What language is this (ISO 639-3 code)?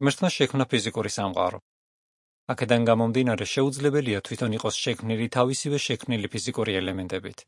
kat